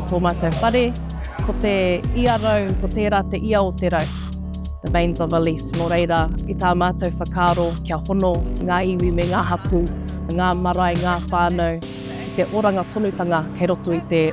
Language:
Māori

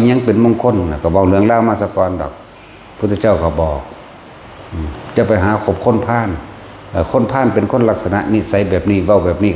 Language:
Northeastern Thai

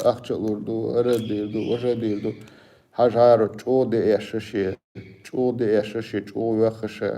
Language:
Chechen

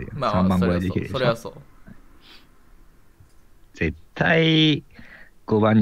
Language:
Japanese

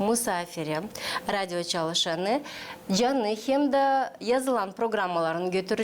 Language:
Gagauz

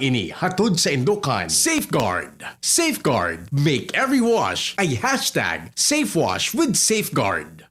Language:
Bikol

